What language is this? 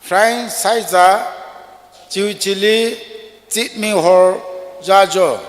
Tangkhul Naga (India)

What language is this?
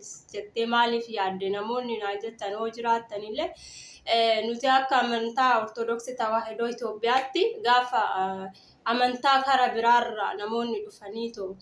Oromo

